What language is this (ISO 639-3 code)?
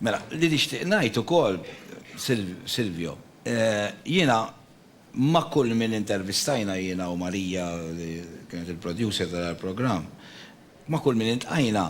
mlt